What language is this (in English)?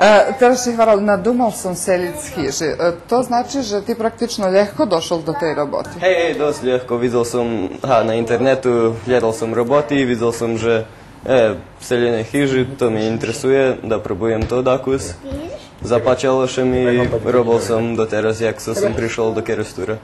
Rusyn